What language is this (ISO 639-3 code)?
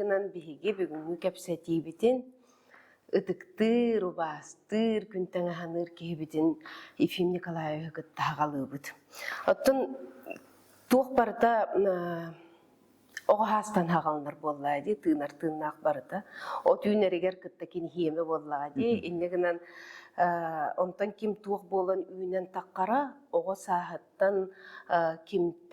sah